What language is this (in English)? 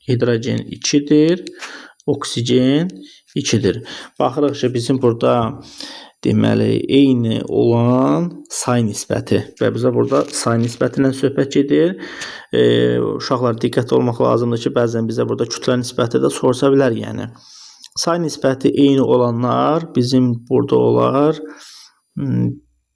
Azerbaijani